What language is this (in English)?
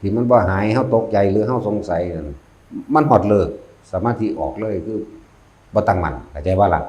Northeastern Thai